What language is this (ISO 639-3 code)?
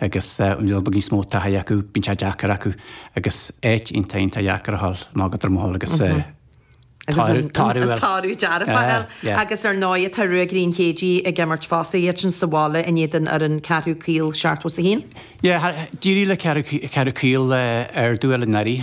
gle